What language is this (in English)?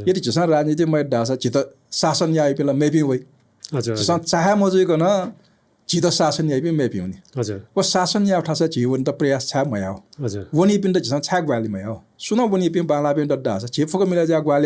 Newari